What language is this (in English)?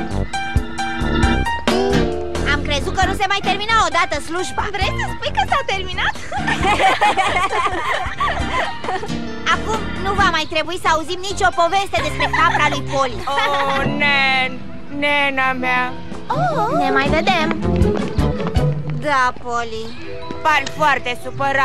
Romanian